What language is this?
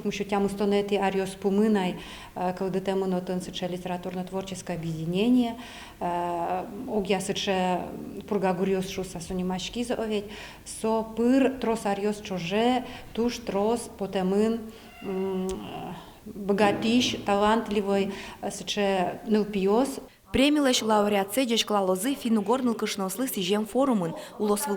Udmurt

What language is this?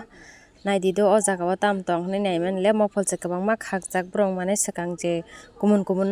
Kok Borok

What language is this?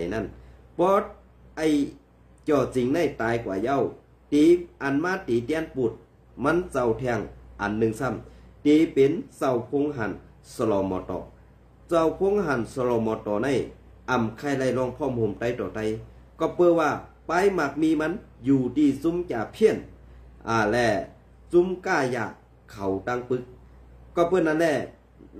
Shan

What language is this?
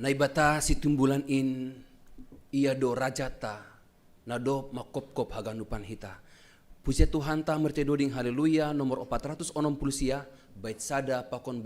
Batak Simalungun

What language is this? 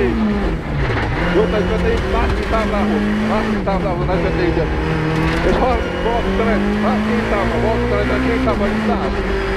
Hungarian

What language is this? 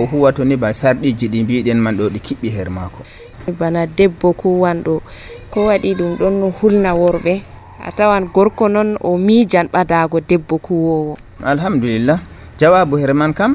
Nigerian Fulfulde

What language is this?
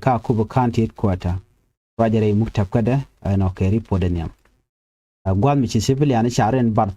Nuer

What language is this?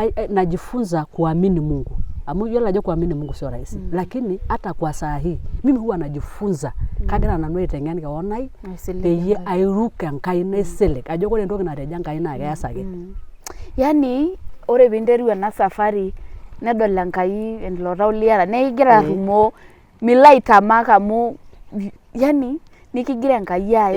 Masai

